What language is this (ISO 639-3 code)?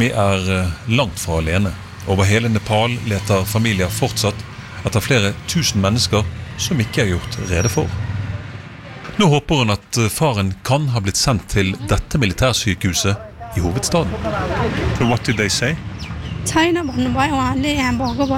nor